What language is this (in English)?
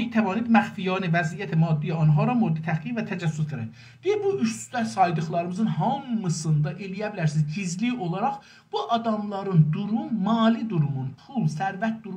South Azerbaijani